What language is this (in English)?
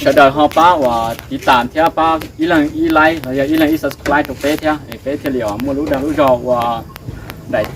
Hmong